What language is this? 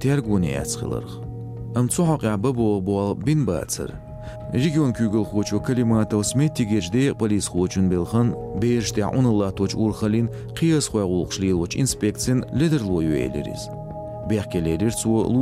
Chechen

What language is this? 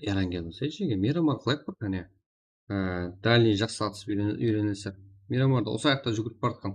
Kara-Kalpak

